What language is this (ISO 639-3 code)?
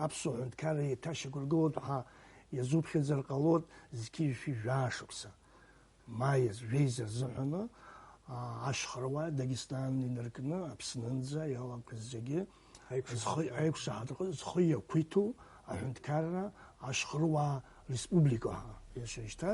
abk